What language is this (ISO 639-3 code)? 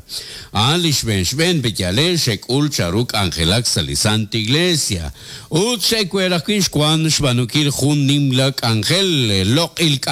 kek